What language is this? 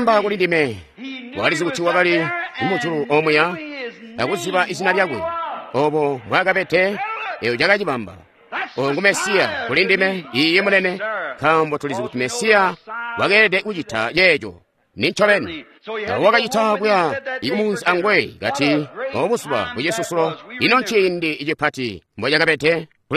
Tonga (Zambia)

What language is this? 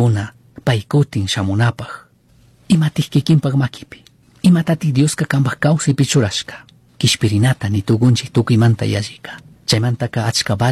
Chimborazo Highland Quichua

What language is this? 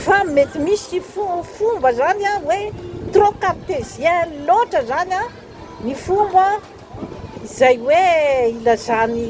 Malagasy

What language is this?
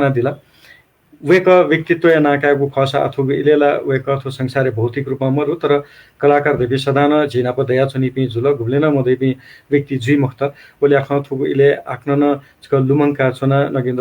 Newari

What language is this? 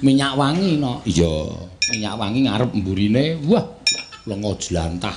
Javanese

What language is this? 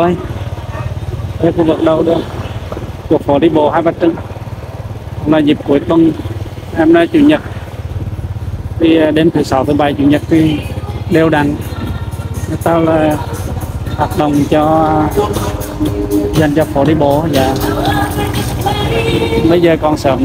Vietnamese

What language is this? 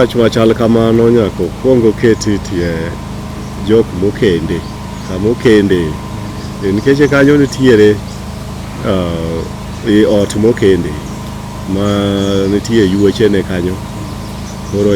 Luo (Kenya and Tanzania)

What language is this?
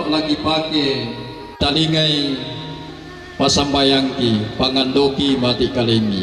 Toraja-Sa'dan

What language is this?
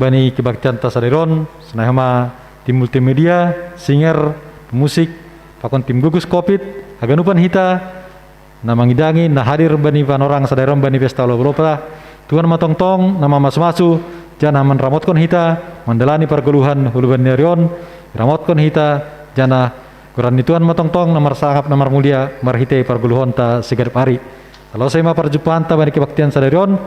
Batak Simalungun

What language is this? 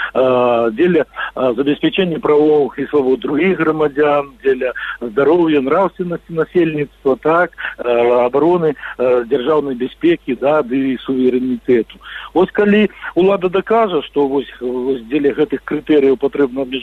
Belarusian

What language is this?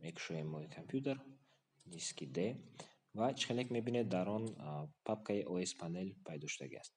Tajik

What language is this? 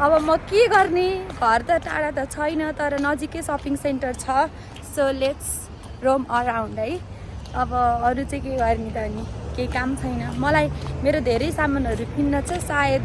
Nepali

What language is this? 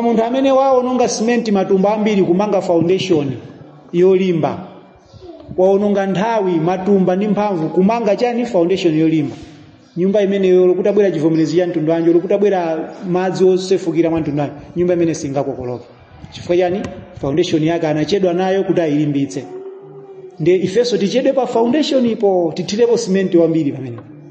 Nyanja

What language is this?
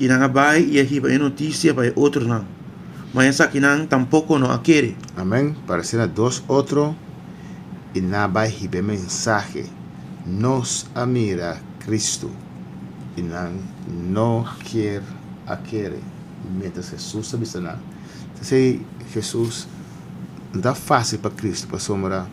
Papiamento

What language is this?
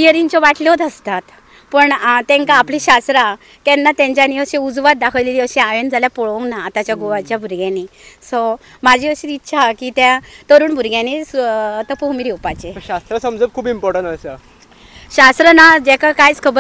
Konkani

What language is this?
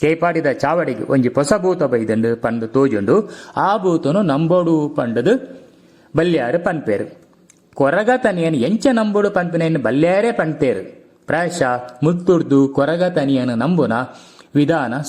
Tulu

